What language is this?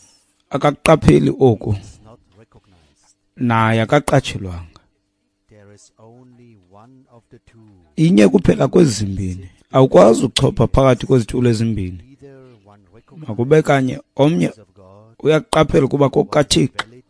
Xhosa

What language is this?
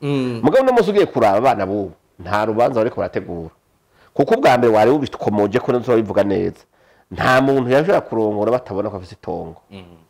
Rundi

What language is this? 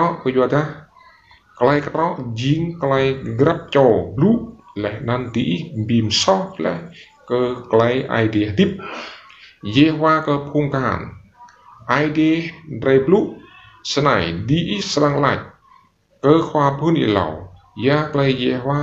Rade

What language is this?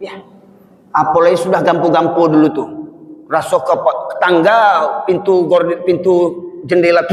Minangkabau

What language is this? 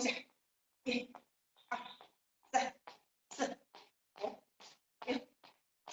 Chinese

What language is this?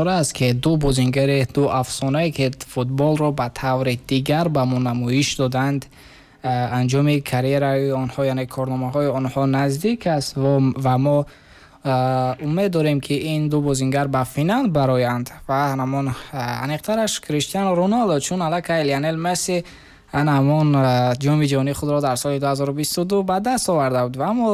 Tajik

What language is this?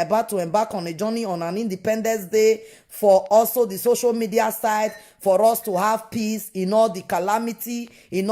Nigerian Pidgin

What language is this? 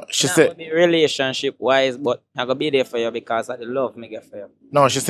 Jamaican Creole English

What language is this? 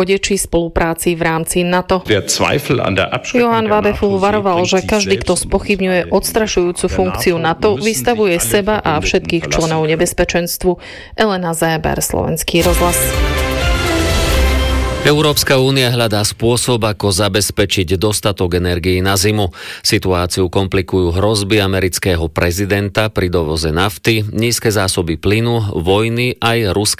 Slovak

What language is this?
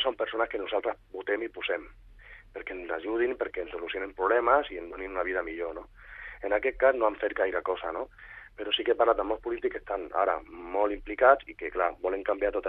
Catalan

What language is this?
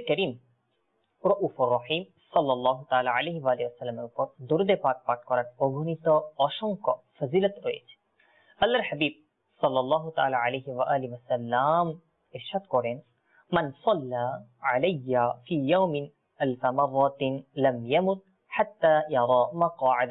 Bangla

